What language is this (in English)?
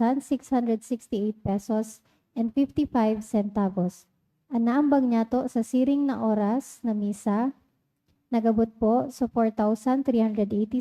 Bikol